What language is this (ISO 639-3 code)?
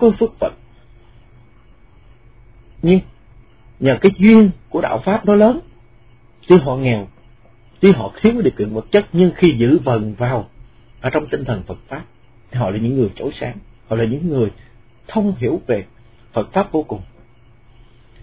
vie